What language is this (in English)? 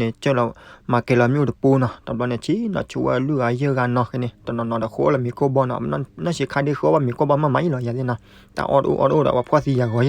S'gaw Karen